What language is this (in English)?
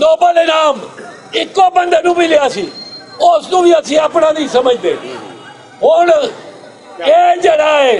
Western Panjabi